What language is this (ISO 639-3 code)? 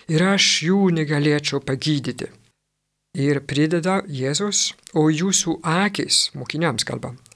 lit